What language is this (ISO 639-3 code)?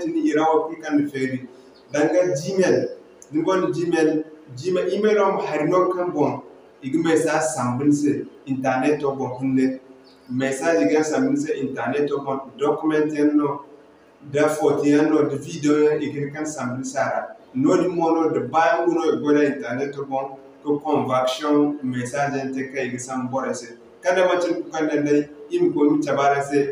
dje